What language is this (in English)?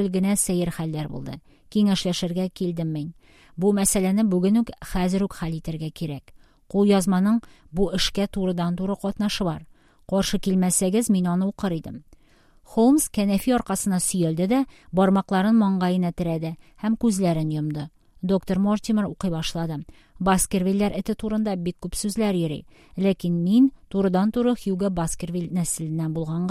Tatar